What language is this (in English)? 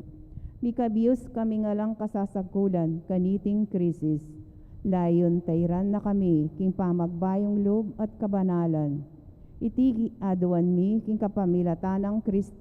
Pampanga